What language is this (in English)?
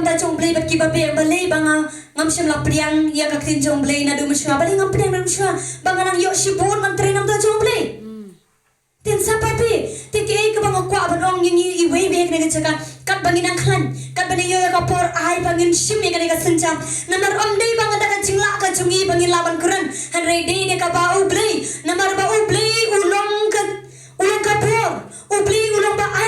Khasi